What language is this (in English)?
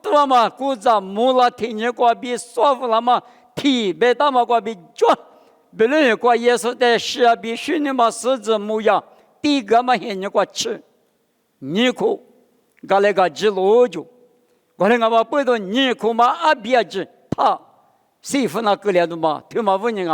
Lisu